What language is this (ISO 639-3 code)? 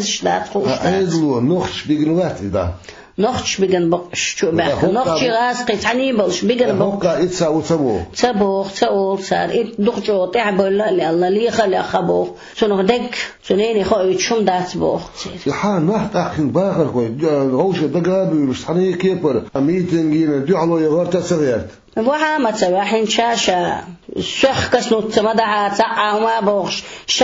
che